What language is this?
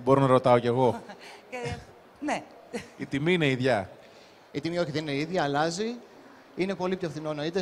Greek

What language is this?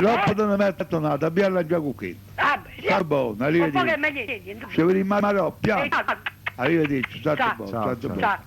Neapolitan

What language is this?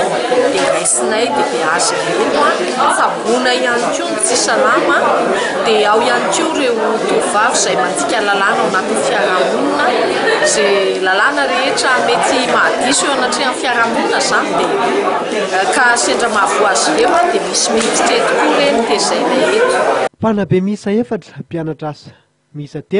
Malagasy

